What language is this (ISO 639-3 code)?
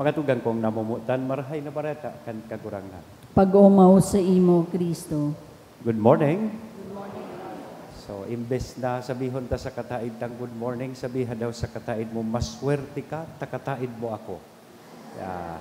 bik